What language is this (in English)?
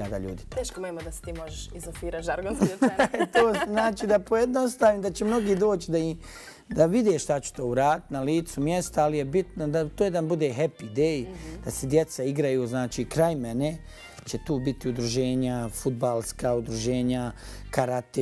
Bosnian